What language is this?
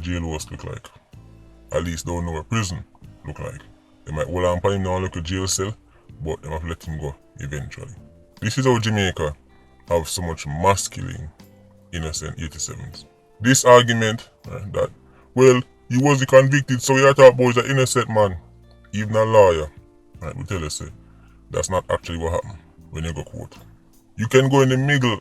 Jamaican Creole English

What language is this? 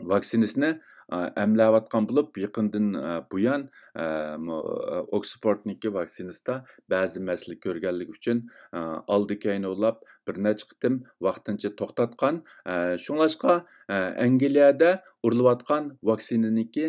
Uyghur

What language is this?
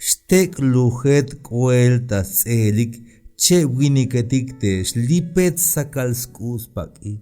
Tzeltal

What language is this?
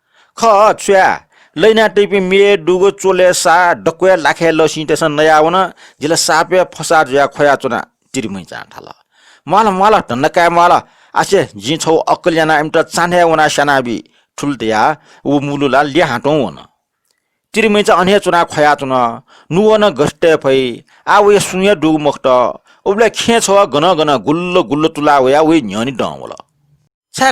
Newari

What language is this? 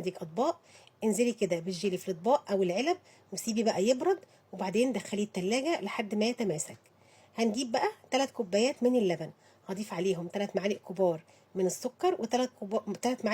Egyptian Arabic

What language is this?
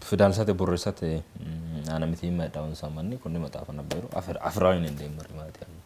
Sidamo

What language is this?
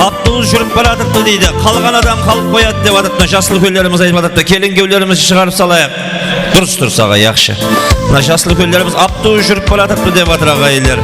Kara-Kalpak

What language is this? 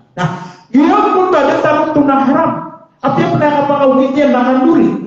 Maranao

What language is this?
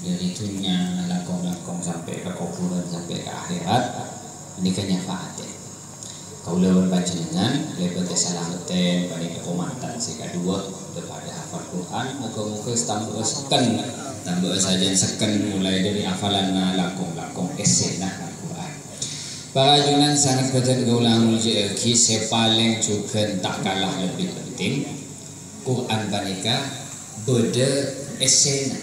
Madurese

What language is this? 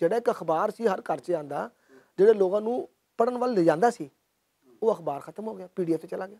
Western Panjabi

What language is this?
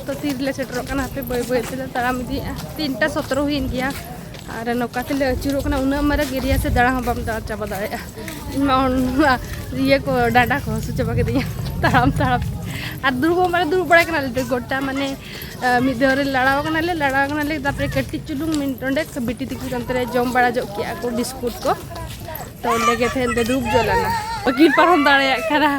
Santali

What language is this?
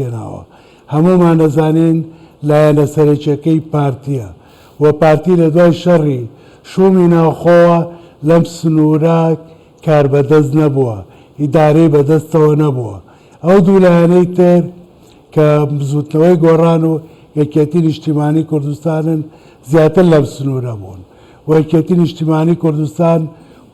Central Kurdish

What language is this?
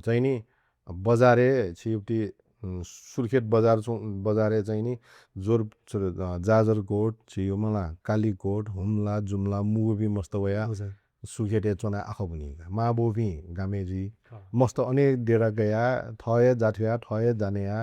Newari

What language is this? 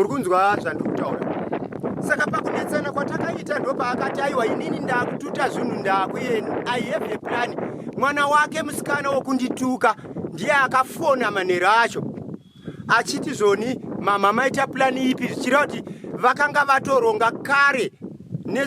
Shona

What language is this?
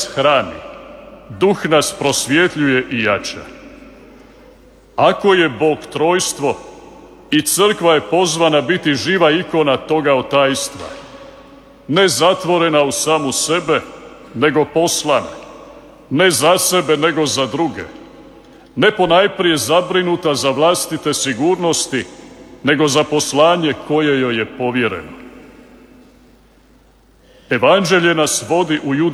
Croatian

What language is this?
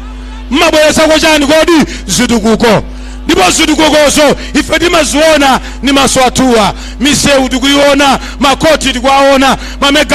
Nyanja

